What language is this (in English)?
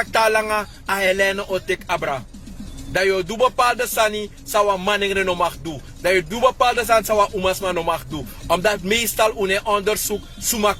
Sranan Tongo